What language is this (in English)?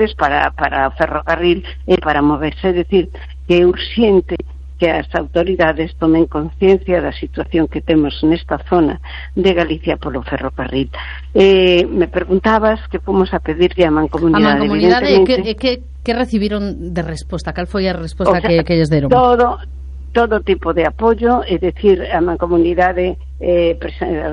Galician